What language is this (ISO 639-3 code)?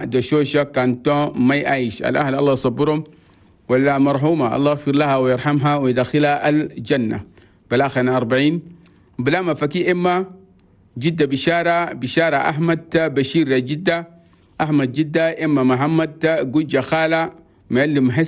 shu